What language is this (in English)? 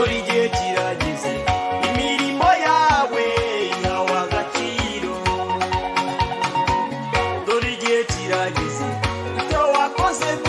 Kinyarwanda